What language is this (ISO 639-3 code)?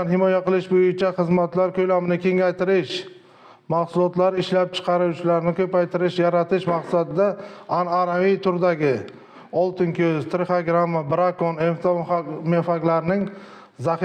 uzb